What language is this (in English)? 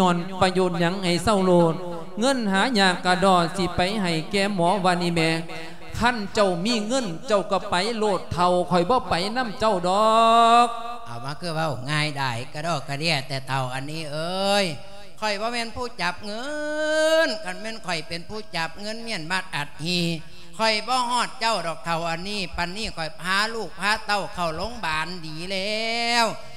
Lao